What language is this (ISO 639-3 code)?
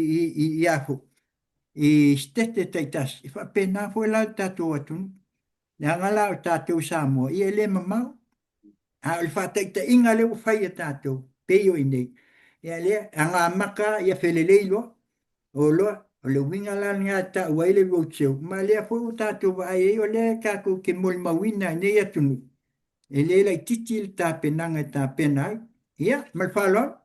smo